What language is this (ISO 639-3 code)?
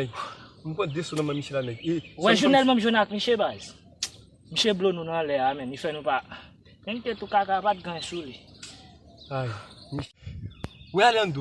hat